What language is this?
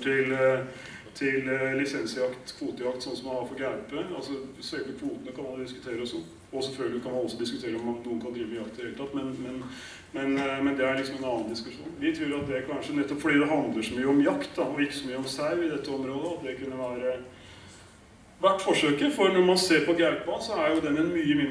Norwegian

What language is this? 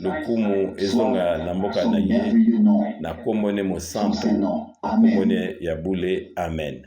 Lingala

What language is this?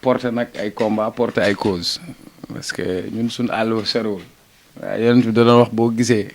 Wolof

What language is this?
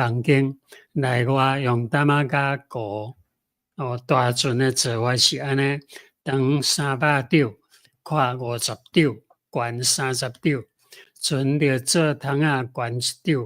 Min Nan Chinese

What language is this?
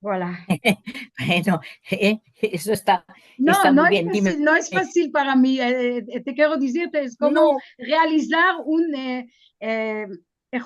Ladino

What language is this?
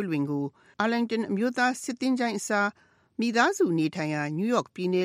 Burmese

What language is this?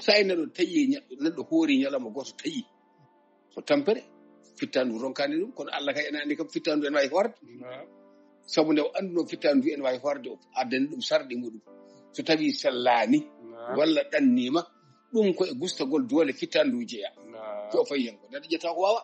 Fula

